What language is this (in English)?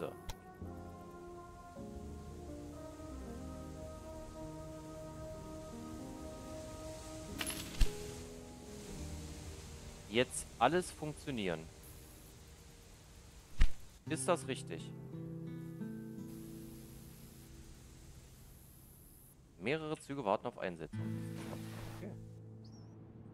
German